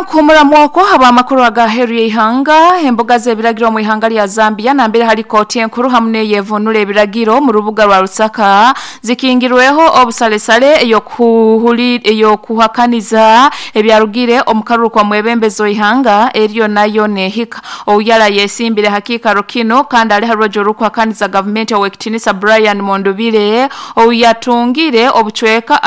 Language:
Nyoro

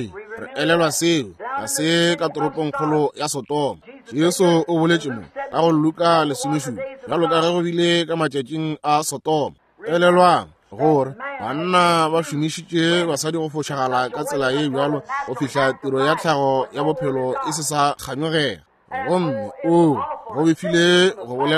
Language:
Northern Sotho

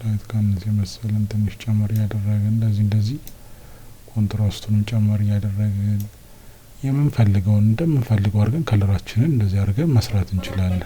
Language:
Amharic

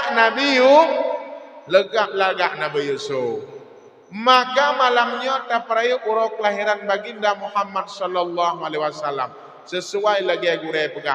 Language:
Achinese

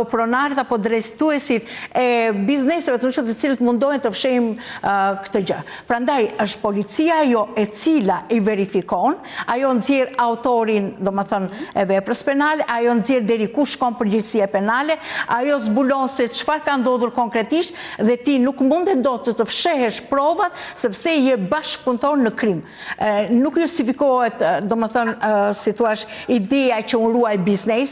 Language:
Albanian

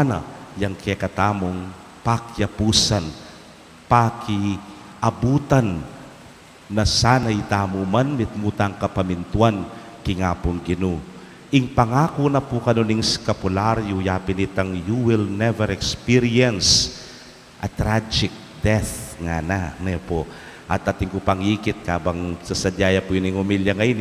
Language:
Pampanga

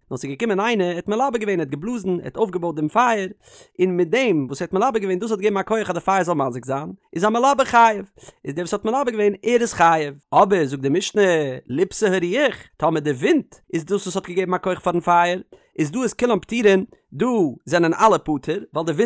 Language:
Yiddish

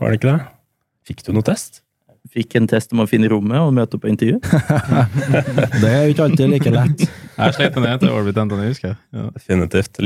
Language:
Norwegian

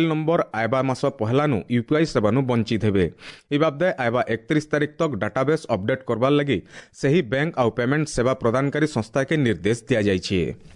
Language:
Odia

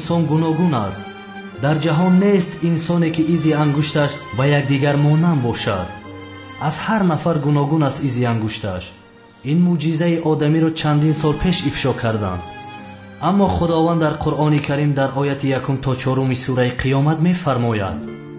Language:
Tajik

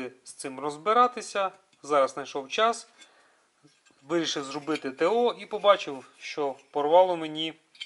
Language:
Ukrainian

